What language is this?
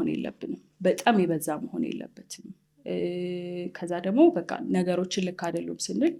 Amharic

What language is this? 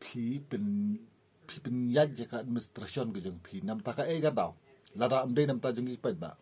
Khasi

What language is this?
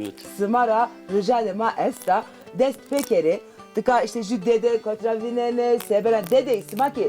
Zaza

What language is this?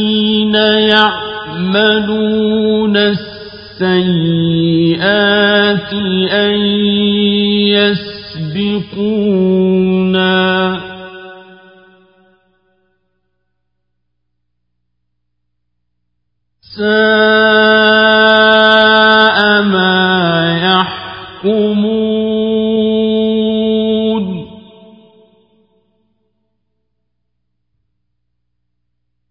Arabic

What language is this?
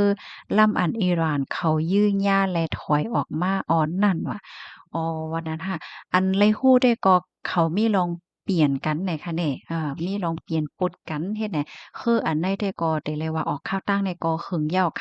Shan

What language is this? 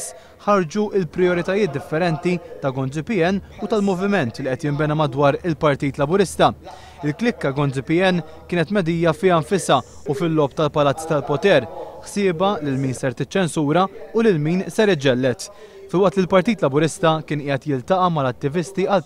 Maltese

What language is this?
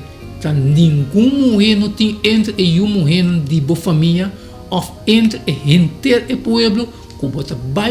Papiamento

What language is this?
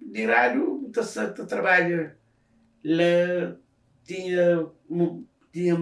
Kabuverdianu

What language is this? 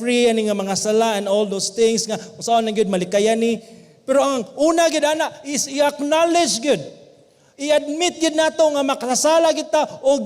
Cebuano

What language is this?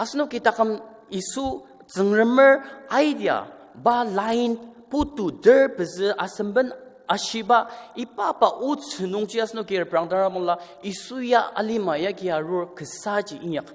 Ao Naga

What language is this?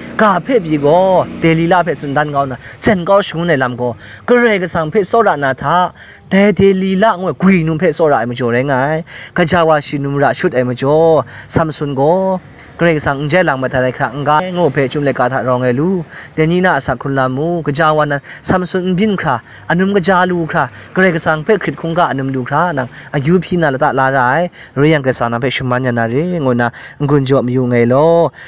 Kachin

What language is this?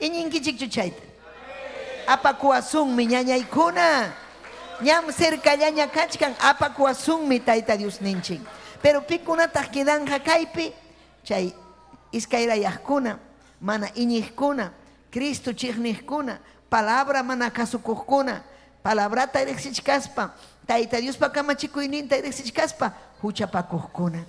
Ayacucho Quechua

